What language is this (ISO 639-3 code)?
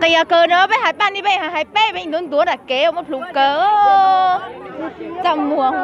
hmn